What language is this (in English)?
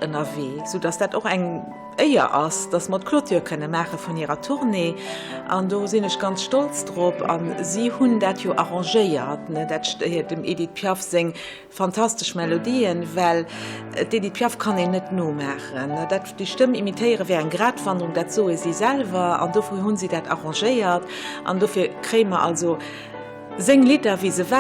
Luxembourgish